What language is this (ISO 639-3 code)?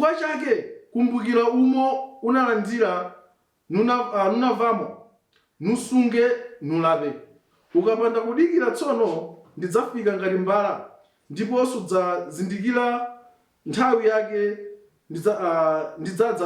nya